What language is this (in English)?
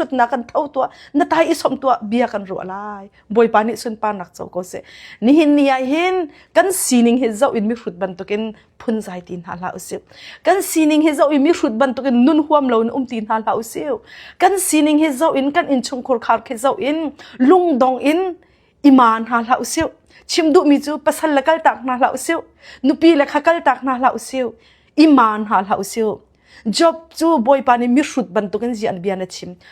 Hakha Chin